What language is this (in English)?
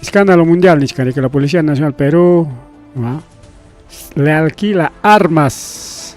Ayacucho Quechua